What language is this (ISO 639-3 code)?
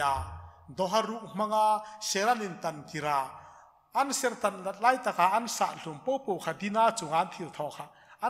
hmr